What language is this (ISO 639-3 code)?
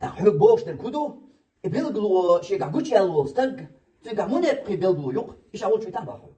che